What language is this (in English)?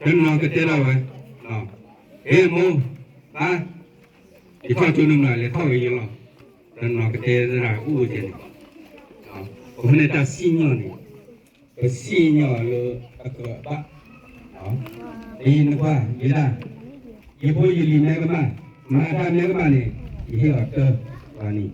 S'gaw Karen